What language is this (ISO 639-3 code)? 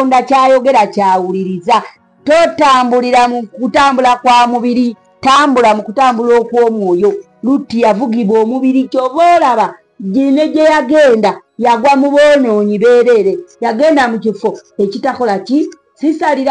lug